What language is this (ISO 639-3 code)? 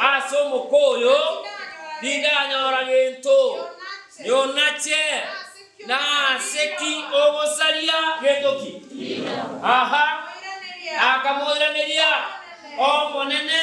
guz